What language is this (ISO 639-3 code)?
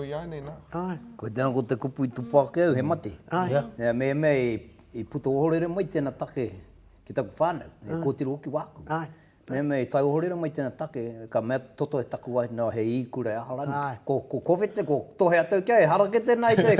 mri